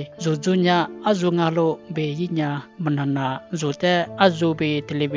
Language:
Lisu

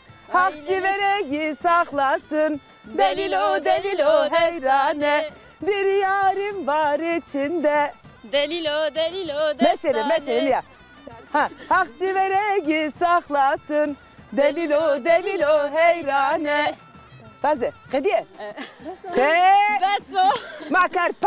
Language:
Zaza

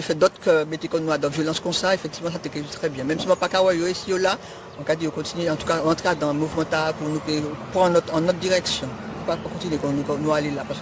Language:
Guadeloupean Creole French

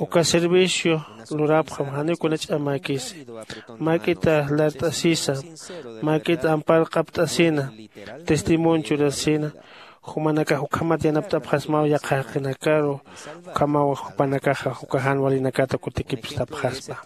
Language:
Aymara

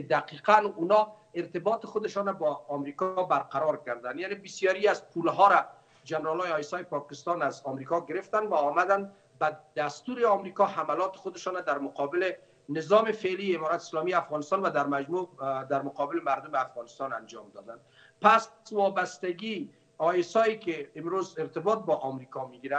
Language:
Persian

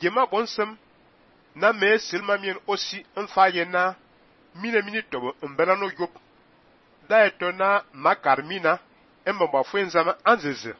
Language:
Fang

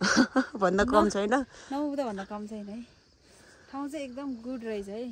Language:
Nepali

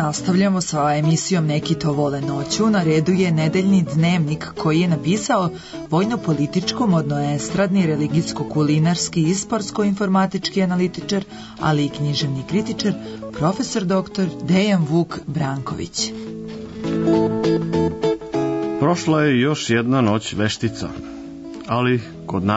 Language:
Serbian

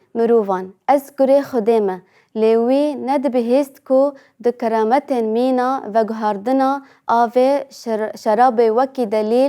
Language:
Kurdish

